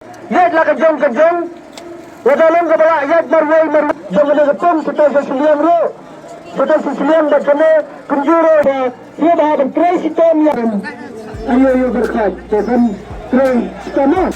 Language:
Khasi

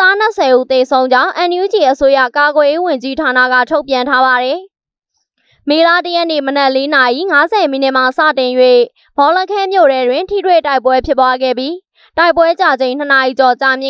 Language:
Burmese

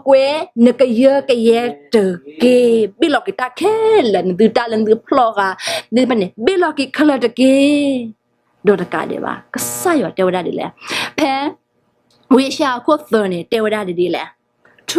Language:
S'gaw Karen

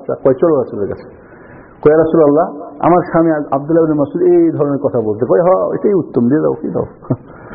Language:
Bangla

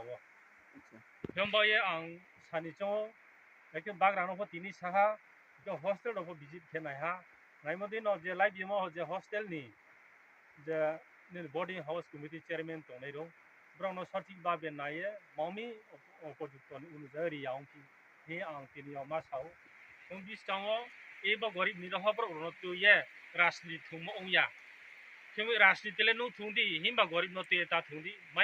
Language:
Riang (India)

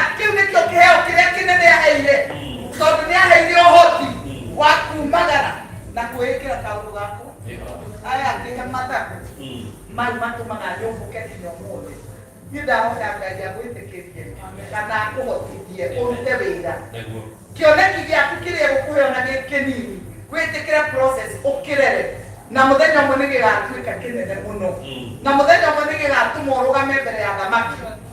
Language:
Kikuyu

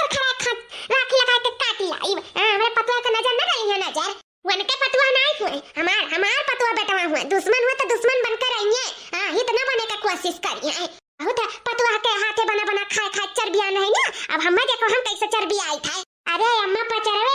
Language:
Awadhi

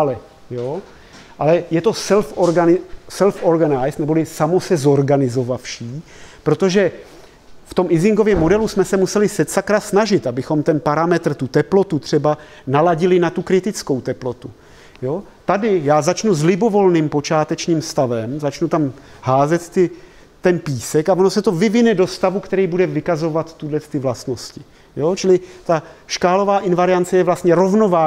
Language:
Czech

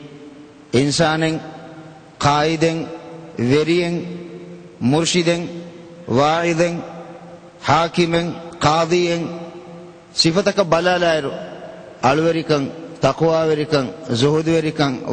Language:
Divehi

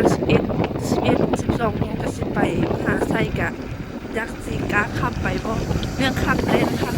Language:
Lao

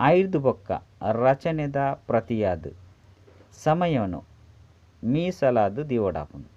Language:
Tulu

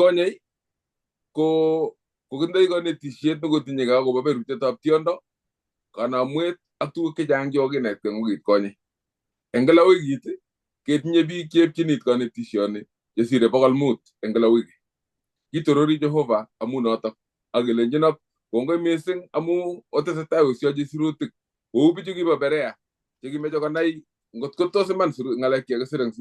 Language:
Kalenjin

